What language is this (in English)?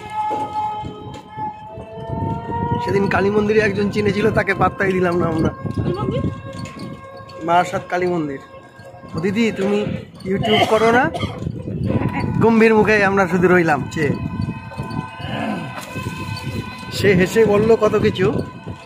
Bangla